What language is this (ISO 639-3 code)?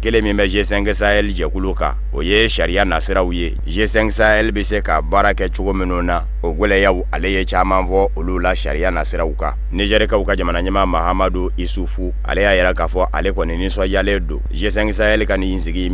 bam